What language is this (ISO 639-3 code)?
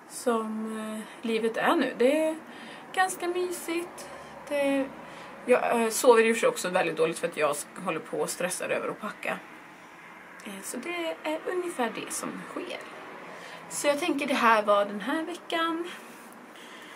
swe